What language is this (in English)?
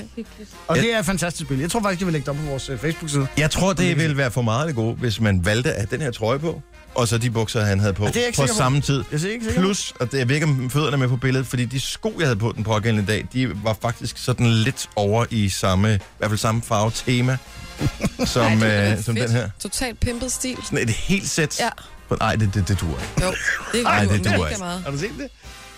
Danish